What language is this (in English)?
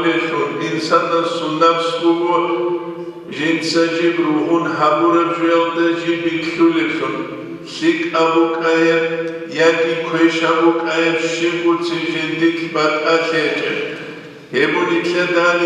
Avaric